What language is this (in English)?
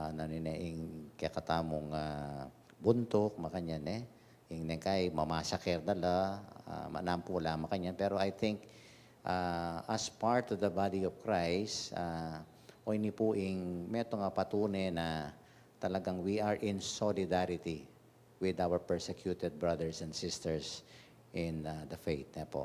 Pampanga